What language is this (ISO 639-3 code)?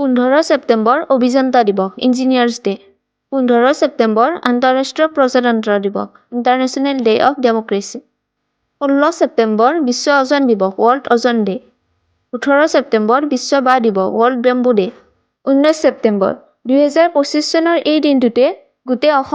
asm